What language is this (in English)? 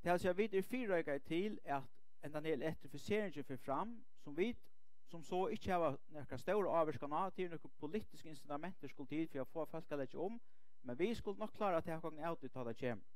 Faroese